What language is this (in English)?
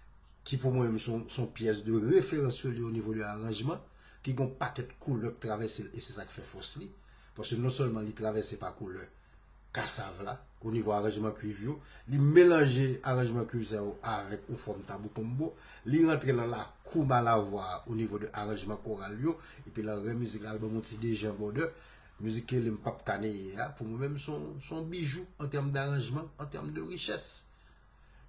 Haitian Creole